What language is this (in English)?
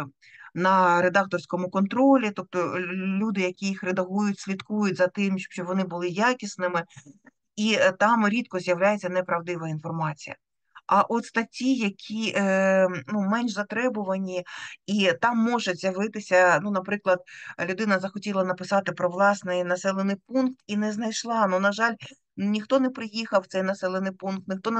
Ukrainian